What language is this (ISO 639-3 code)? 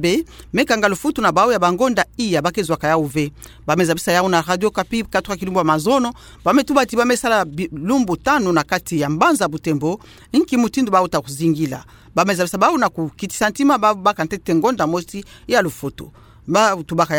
ktu